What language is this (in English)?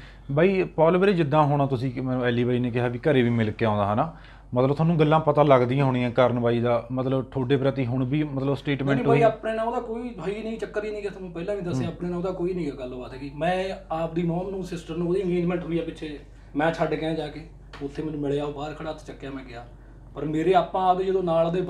Punjabi